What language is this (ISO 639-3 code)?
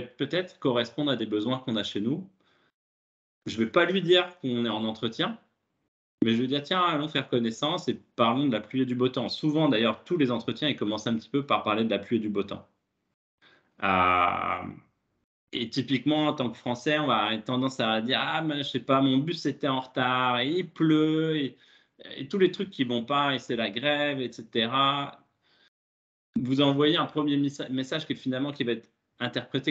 fra